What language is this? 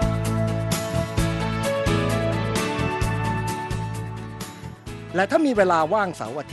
Thai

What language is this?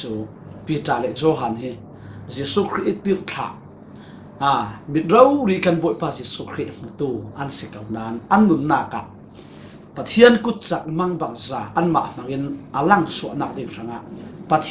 Falam Chin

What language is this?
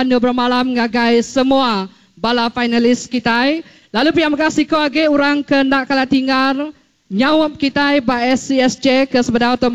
Iban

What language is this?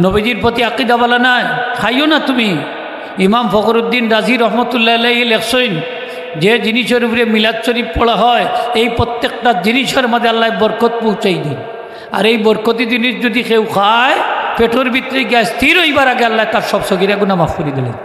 Sylheti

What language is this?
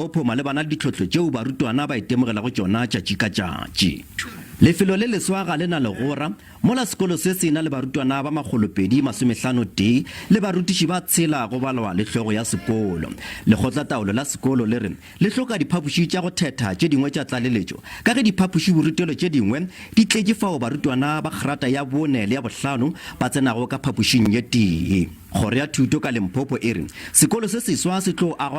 Northern Sotho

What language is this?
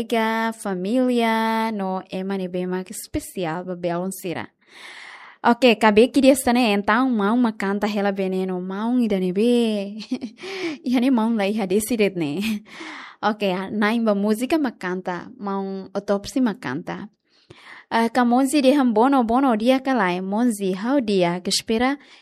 Tetum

